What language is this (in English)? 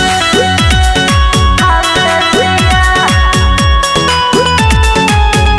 Bhojpuri